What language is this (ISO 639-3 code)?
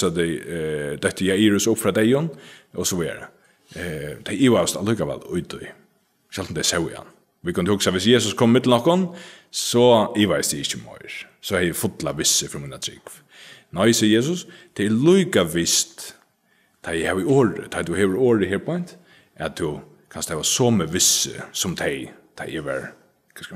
fao